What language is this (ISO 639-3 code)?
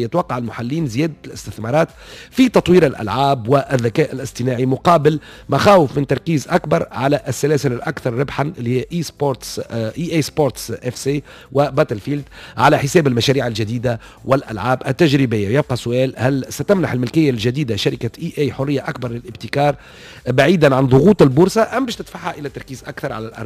aeb